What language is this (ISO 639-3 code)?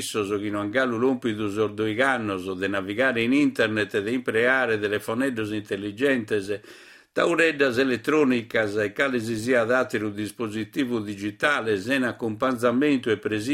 srd